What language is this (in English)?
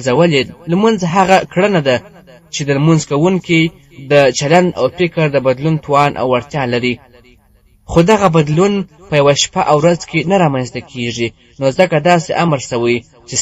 Pashto